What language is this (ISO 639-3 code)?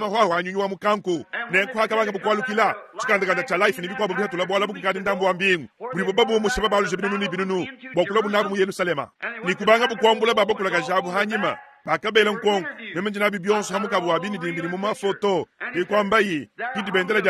lua